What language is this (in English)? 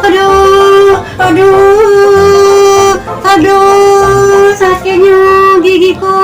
Musi